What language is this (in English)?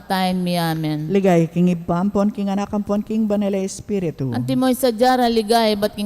Pampanga